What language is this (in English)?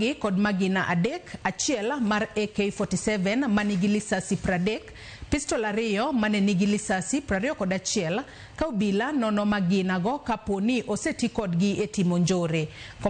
Luo (Kenya and Tanzania)